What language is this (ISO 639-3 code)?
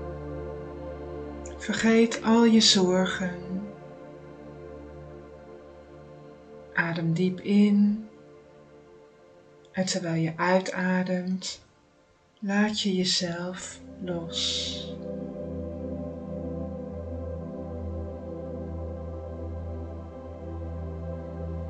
nld